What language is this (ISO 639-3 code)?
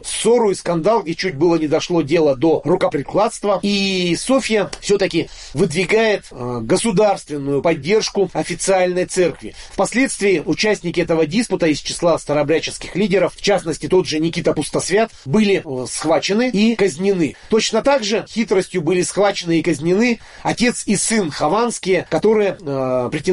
rus